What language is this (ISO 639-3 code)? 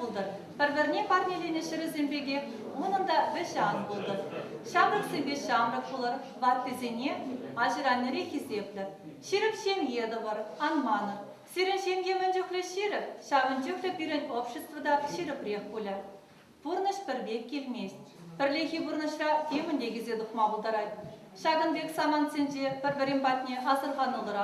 chv